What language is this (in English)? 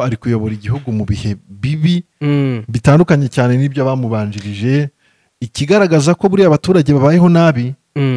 Kinyarwanda